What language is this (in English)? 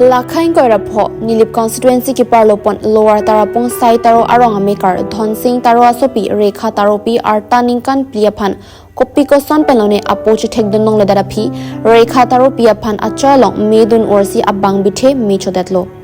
Karbi